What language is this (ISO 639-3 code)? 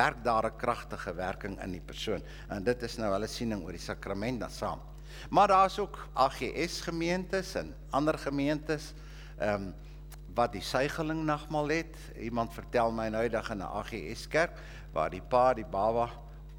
afr